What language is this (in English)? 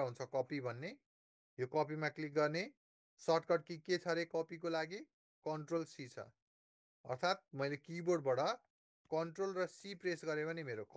Nepali